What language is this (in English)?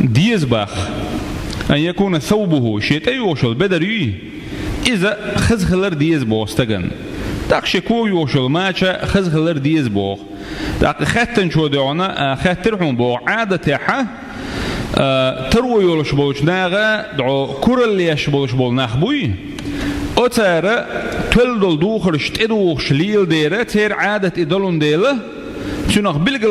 Chechen